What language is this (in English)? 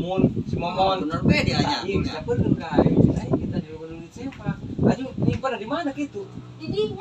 Sundanese